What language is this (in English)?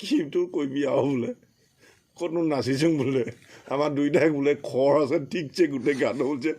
Assamese